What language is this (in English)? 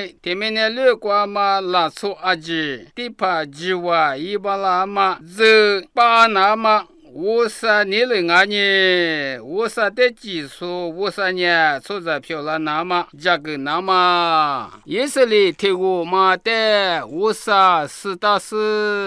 Lisu